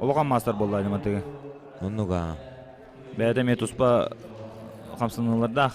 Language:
Yakut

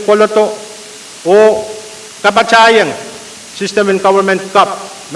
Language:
Pohnpeian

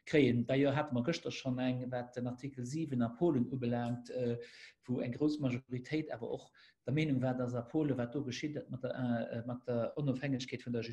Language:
Luxembourgish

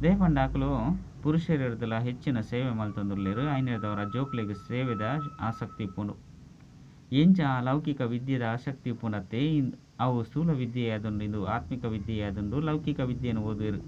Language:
Tulu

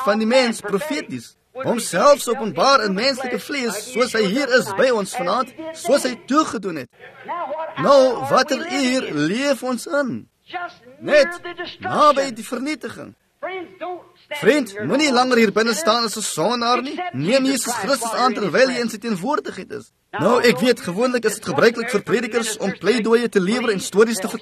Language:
Afrikaans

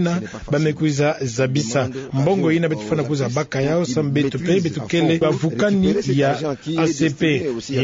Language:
Kituba (Democratic Republic of Congo)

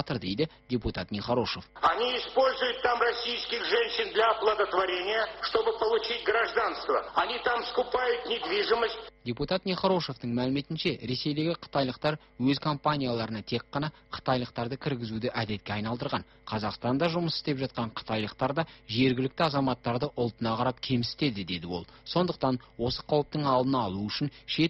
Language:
Kazakh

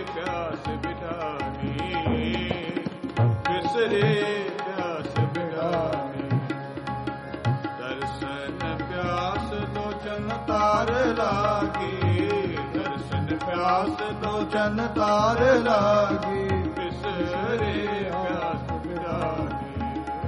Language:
Punjabi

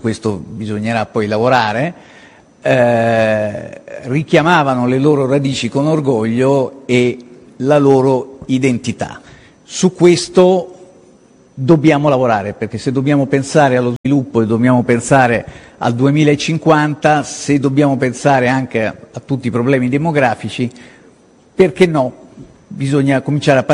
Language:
Italian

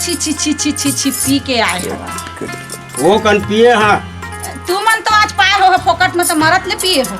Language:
Chhattisgarhi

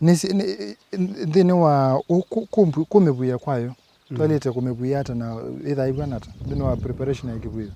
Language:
Kamba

